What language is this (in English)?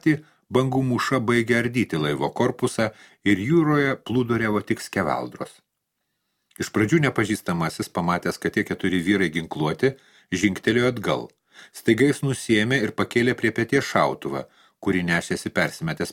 Lithuanian